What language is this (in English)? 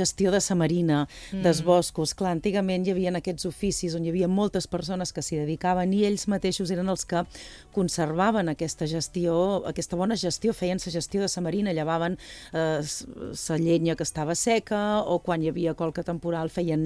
Catalan